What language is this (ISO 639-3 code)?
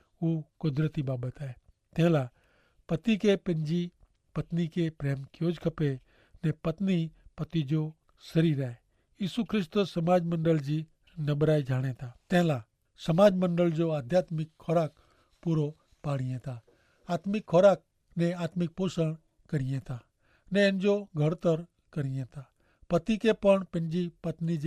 kfr